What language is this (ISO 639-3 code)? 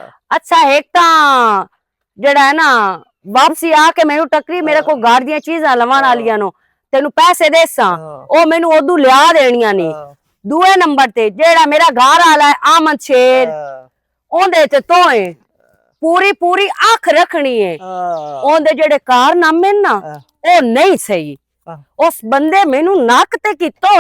lah